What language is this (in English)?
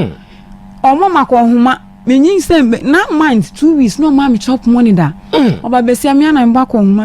Akan